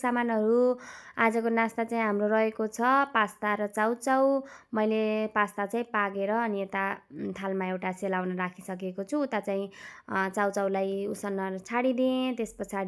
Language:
Nepali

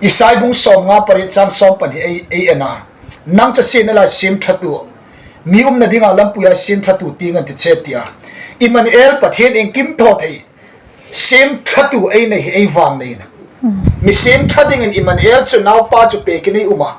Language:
Hmar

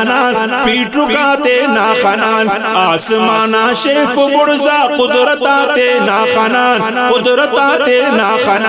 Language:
Brahui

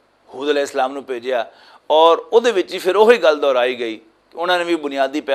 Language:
Western Panjabi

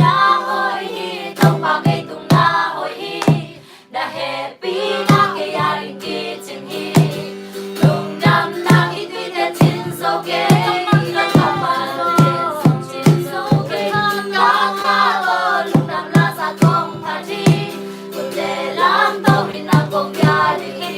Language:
Tedim Chin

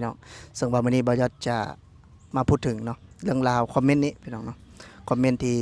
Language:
Lao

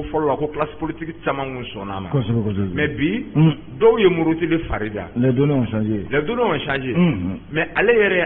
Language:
Bambara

